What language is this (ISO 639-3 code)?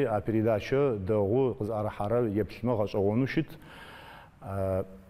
ady